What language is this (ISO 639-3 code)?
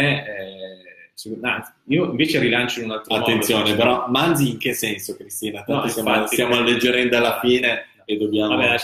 ita